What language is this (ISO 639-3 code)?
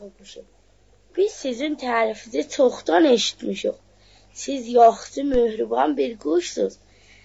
azb